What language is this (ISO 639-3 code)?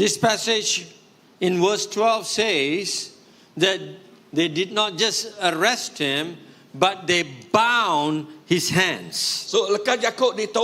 iba